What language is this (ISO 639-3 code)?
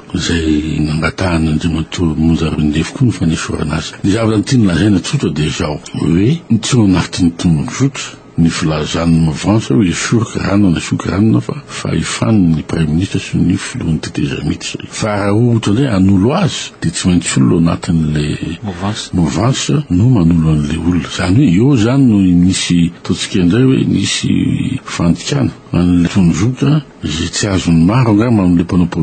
mlg